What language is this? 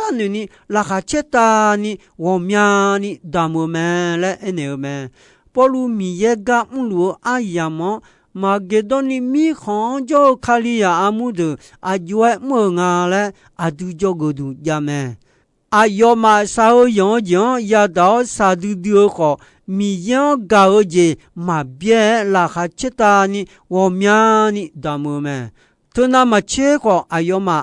Akha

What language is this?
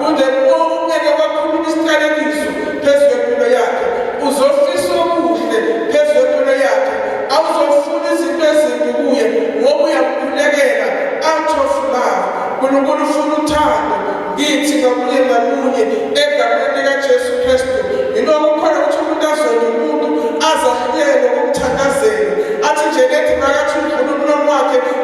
Zulu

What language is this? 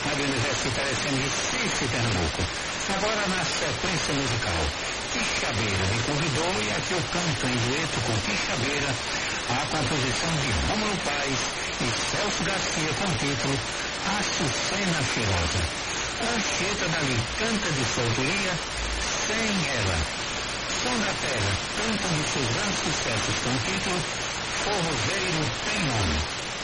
Portuguese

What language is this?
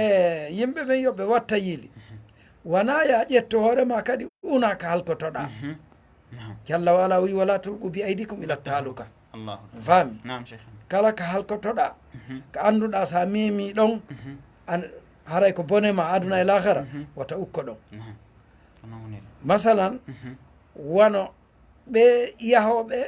Fula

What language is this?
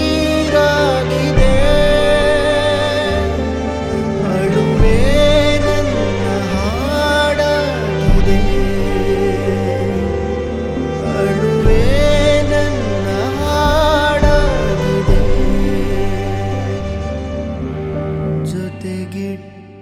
Kannada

